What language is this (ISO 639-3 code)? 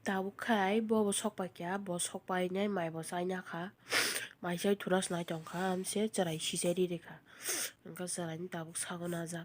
trp